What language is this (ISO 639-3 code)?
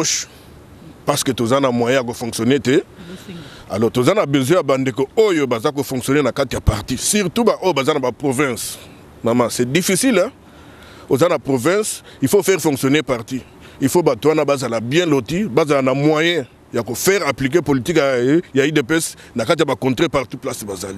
lin